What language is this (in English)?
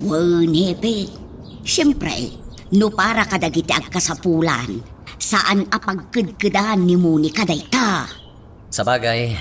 Iloko